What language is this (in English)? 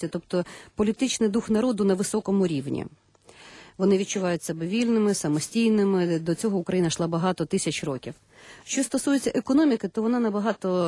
Ukrainian